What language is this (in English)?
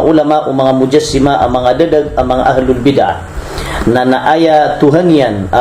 Maranao